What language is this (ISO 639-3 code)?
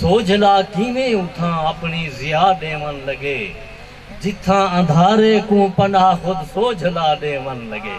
skr